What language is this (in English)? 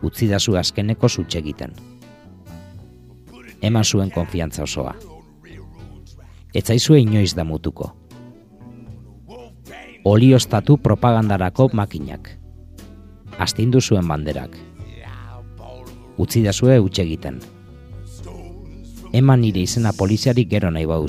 Basque